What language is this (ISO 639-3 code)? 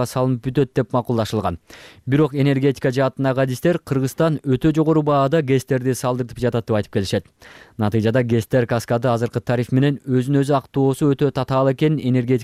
kir